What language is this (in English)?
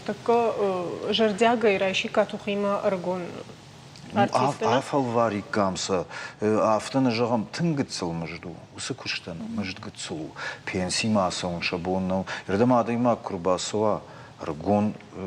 Ossetic